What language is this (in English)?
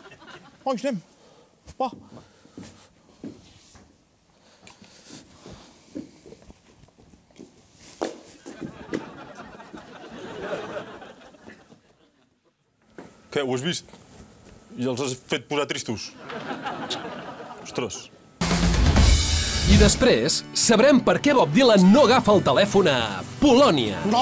Catalan